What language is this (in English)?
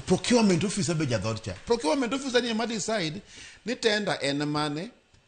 Luo (Kenya and Tanzania)